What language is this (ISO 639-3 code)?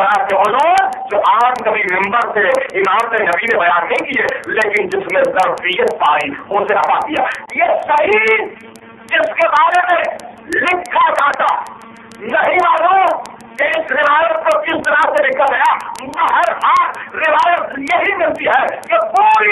urd